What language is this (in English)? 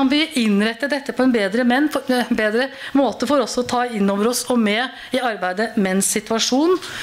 Norwegian